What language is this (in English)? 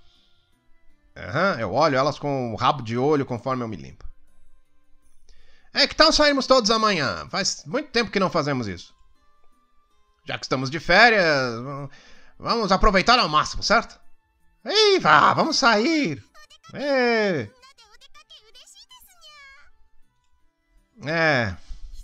Portuguese